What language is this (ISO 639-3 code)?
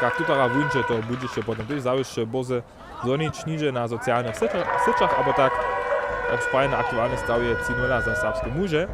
hsb